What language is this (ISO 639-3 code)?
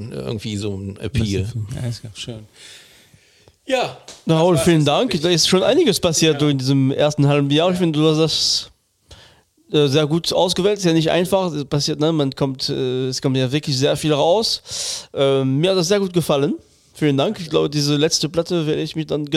deu